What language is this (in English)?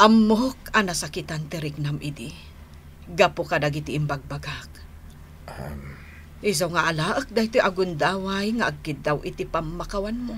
Iloko